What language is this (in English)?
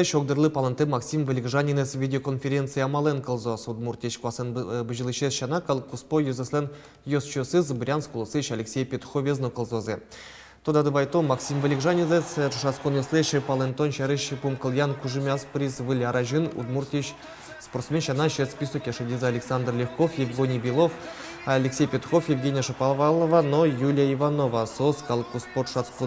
Udmurt